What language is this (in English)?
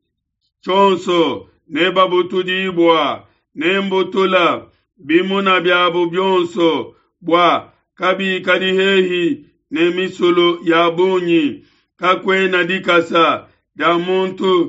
Luba-Lulua